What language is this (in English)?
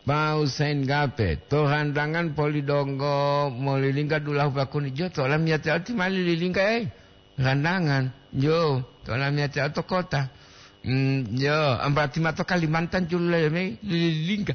Gorontalo